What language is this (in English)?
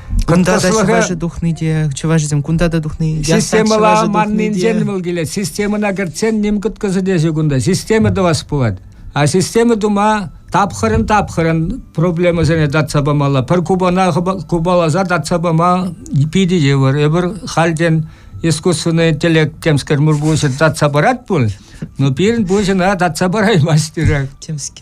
Chuvash